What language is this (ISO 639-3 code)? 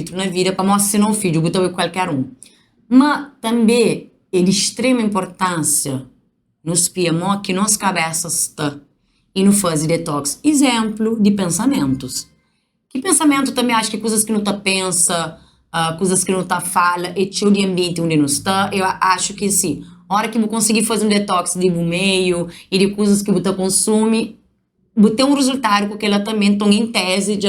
kea